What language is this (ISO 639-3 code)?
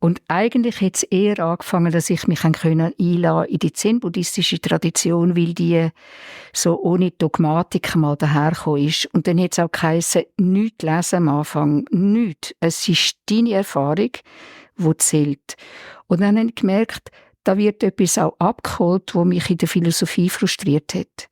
gsw